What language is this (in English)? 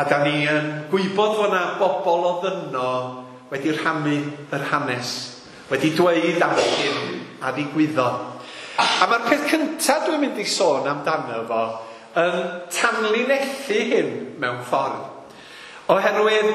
Welsh